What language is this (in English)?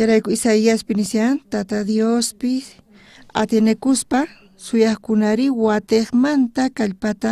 South Bolivian Quechua